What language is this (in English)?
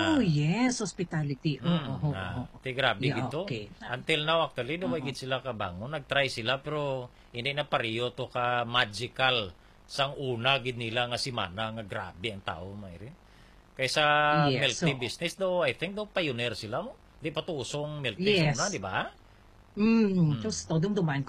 Hiligaynon